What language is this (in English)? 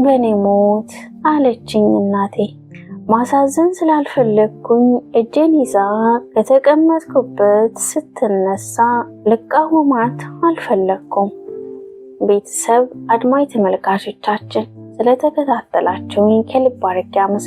Amharic